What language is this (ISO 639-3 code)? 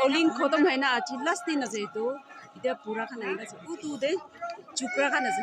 nag